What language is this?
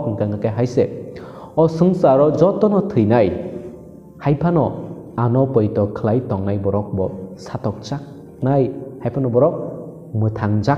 Kok Borok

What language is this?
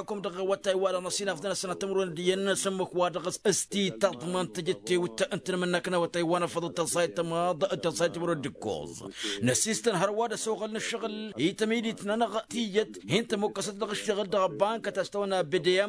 Tamasheq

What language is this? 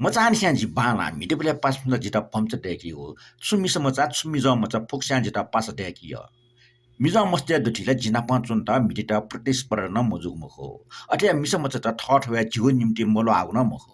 Newari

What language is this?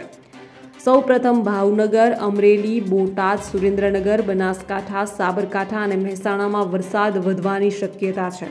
Gujarati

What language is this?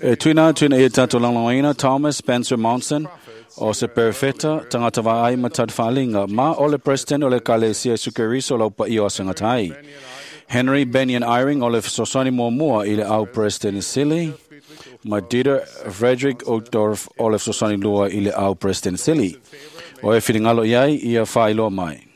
Samoan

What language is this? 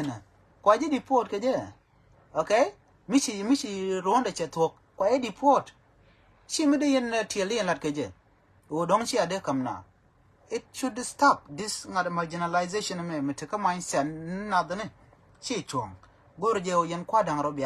Nuer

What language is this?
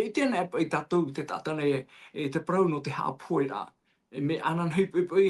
Tahitian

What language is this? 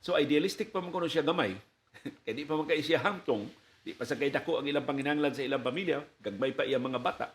Cebuano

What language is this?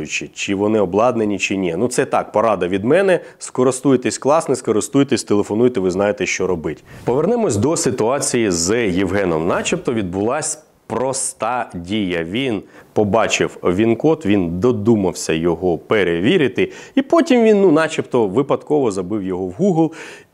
Ukrainian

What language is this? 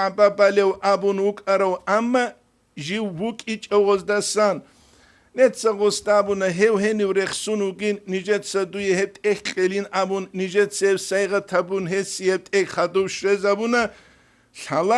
Avaric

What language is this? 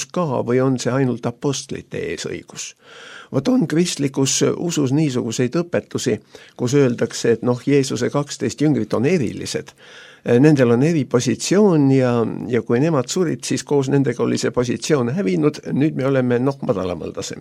Estonian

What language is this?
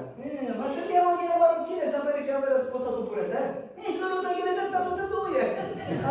Sicilian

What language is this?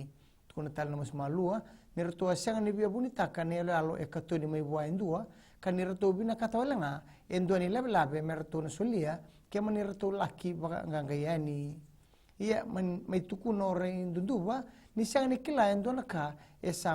Fijian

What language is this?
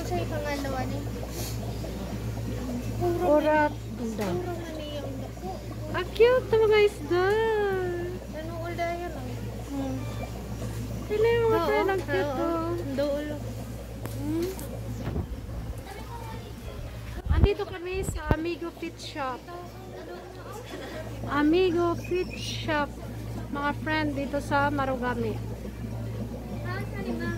Filipino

